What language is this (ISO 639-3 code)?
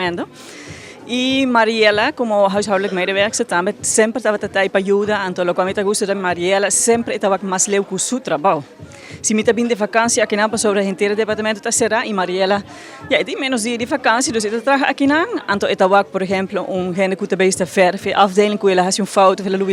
pap